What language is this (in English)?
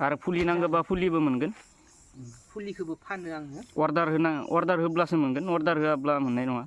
Bodo